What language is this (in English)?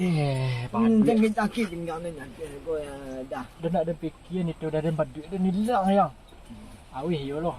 Minangkabau